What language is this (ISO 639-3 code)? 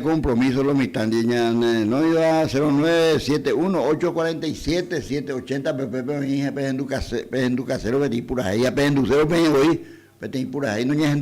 grn